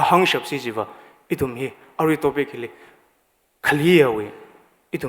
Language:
Tangkhul Naga (India)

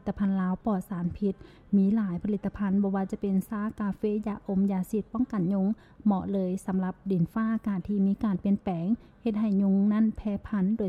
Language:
Lao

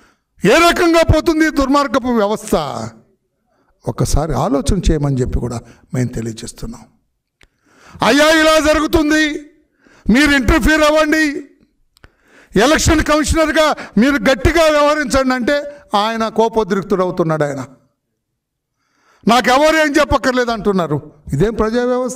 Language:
Telugu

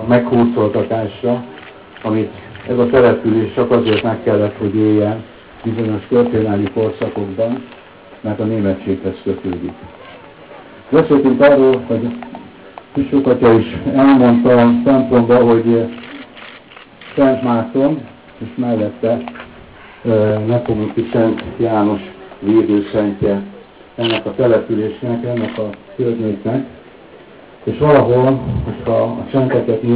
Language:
Hungarian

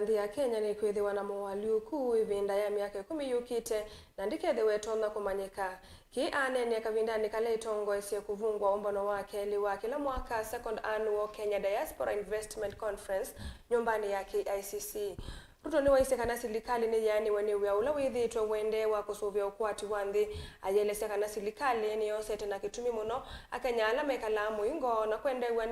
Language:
Kamba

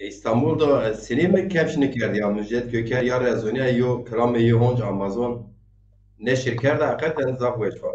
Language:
Zaza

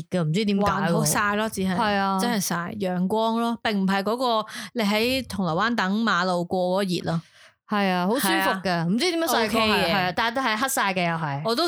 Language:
Cantonese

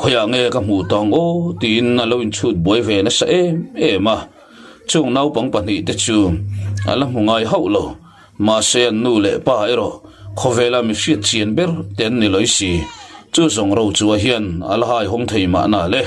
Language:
Mizo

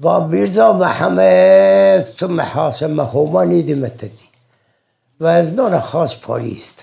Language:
Zaza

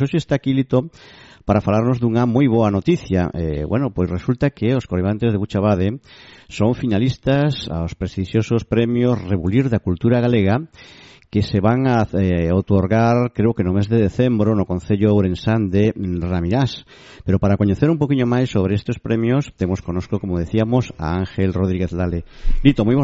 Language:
Galician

